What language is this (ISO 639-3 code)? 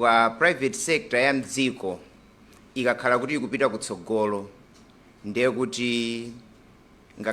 nya